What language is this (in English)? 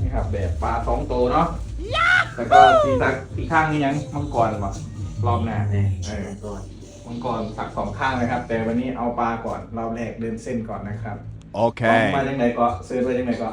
Northeastern Thai